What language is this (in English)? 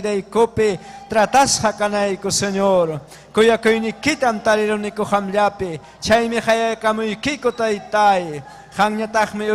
Ayacucho Quechua